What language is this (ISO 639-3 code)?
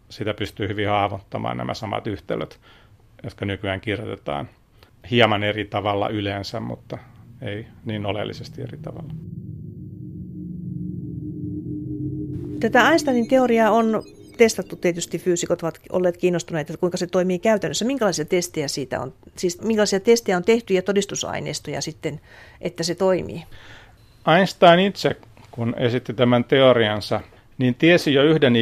fin